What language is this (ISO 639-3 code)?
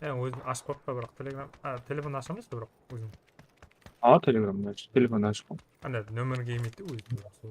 kaa